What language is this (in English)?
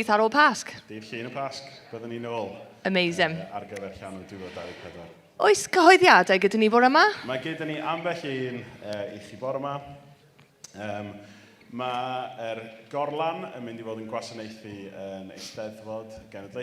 Welsh